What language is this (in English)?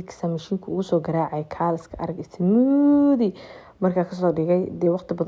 Somali